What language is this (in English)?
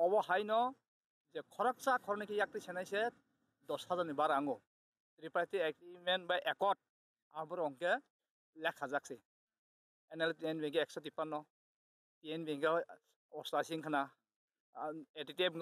Kok Borok